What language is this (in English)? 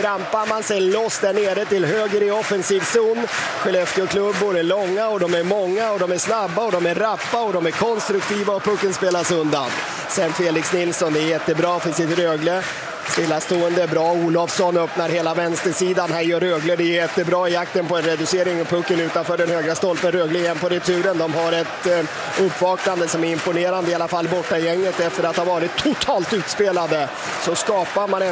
Swedish